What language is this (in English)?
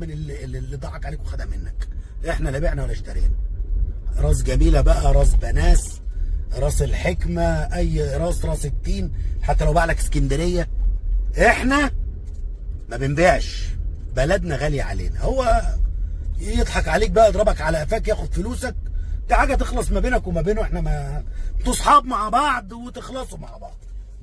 Egyptian Arabic